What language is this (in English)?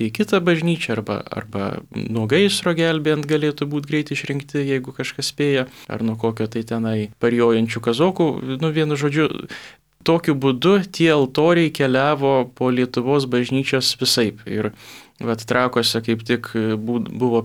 Lithuanian